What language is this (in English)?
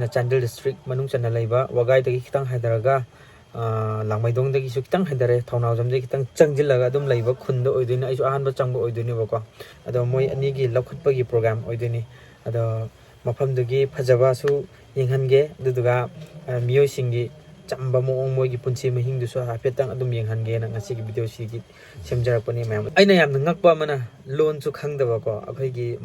Manipuri